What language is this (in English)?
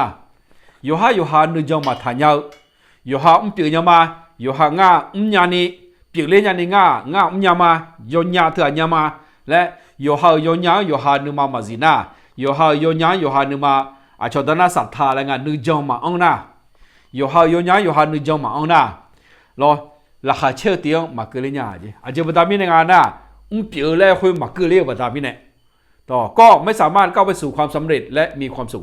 Akha